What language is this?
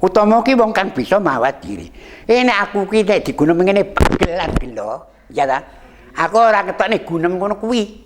Javanese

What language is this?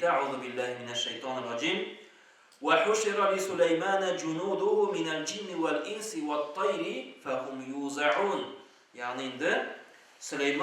Tatar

